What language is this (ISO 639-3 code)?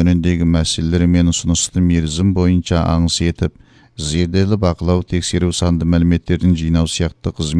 kaz